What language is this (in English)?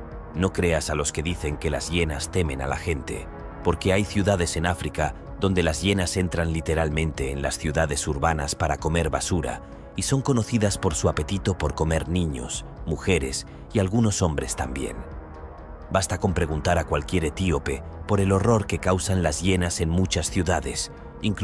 Spanish